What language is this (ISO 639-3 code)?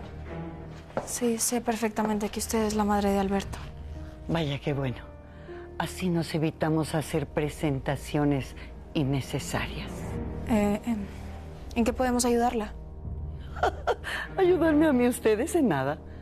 spa